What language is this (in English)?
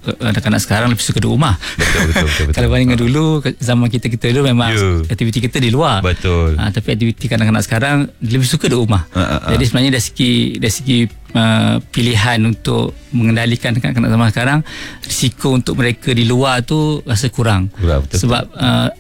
Malay